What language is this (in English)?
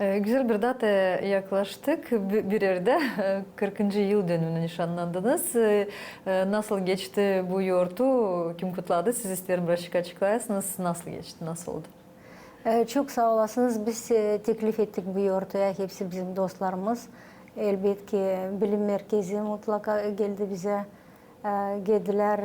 Gagauz